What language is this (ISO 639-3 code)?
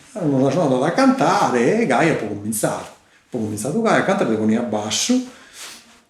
srd